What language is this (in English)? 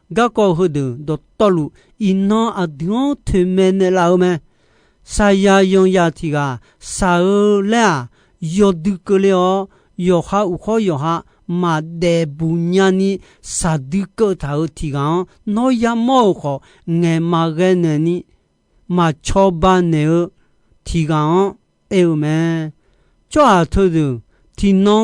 Akha